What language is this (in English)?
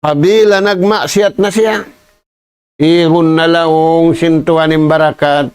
Tausug